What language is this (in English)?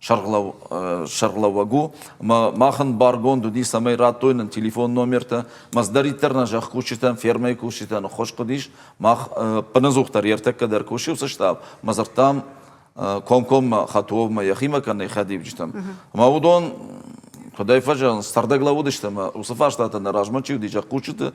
Ossetic